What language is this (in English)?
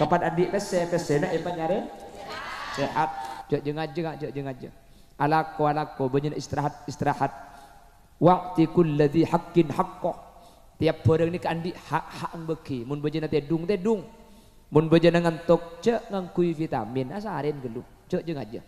Madurese